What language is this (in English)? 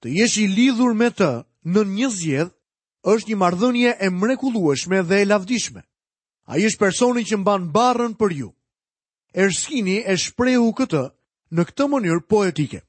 Albanian